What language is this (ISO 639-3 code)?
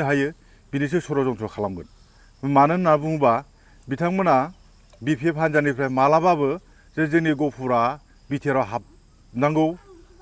brx